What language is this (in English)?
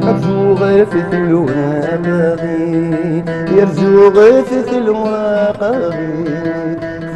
Arabic